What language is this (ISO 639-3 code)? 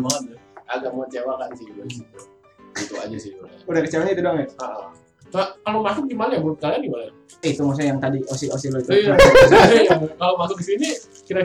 ind